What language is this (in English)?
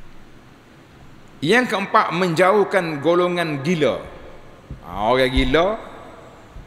Malay